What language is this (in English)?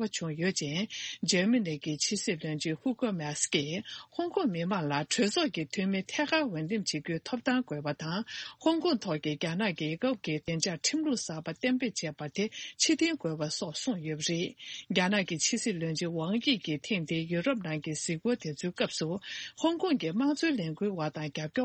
Tibetan